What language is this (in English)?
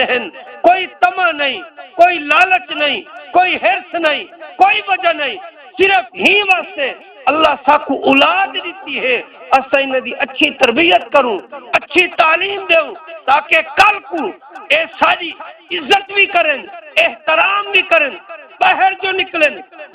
Saraiki